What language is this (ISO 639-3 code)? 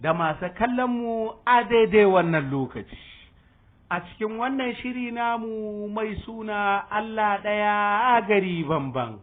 hau